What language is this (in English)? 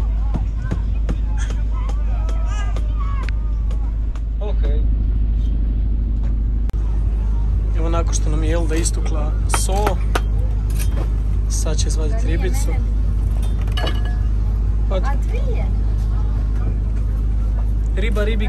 Croatian